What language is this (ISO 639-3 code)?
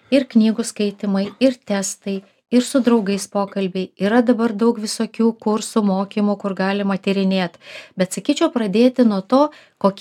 lit